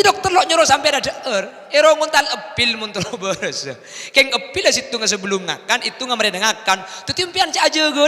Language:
Madurese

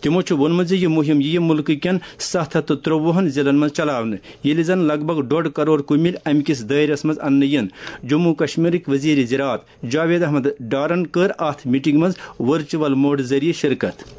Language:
Kashmiri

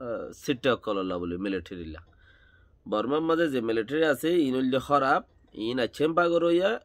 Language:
Rohingya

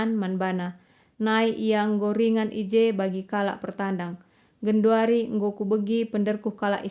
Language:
Batak Karo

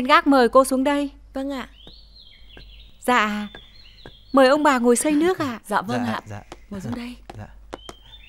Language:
Vietnamese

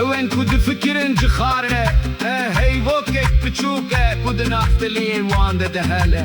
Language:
Kurdish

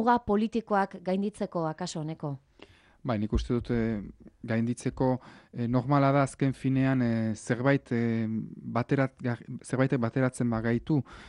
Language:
Basque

